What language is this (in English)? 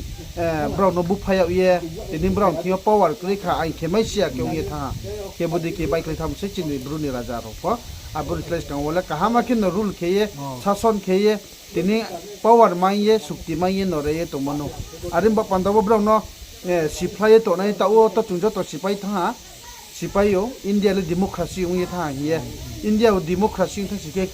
Riang (India)